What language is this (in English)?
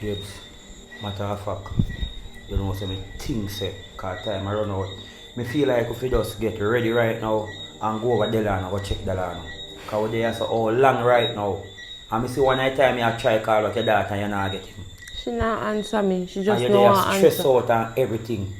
Jamaican Creole English